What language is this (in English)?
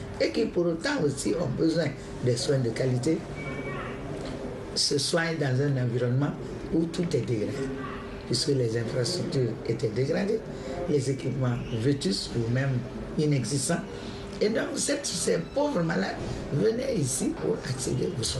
French